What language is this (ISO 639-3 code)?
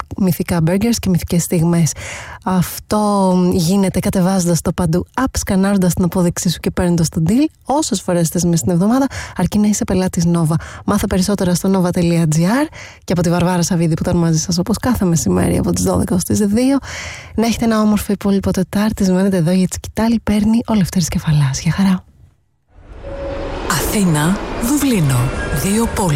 ell